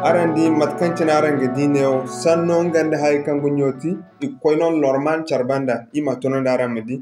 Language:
Zarma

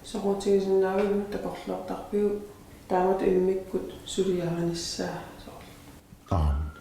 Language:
Kalaallisut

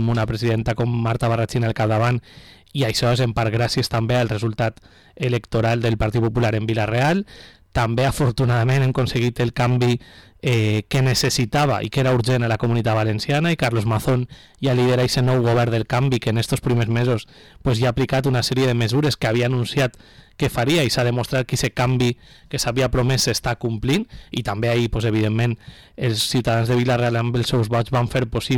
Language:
Catalan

